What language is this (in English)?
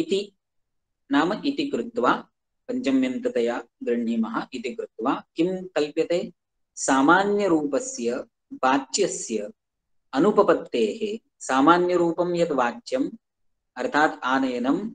Sanskrit